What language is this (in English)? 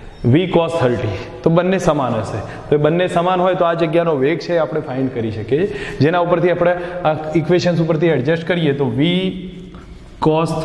Gujarati